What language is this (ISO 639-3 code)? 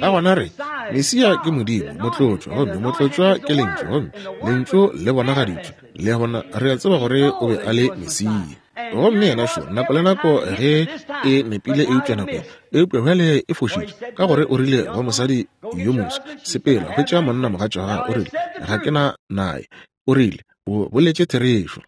nso